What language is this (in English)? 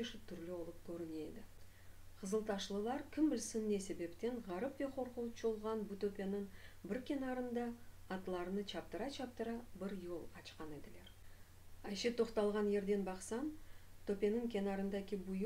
Crimean Tatar